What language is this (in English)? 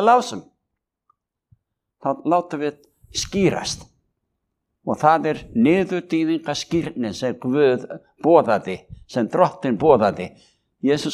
Icelandic